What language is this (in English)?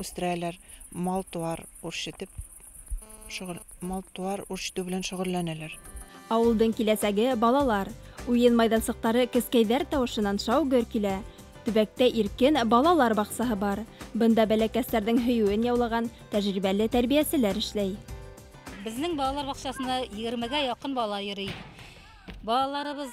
Bashkir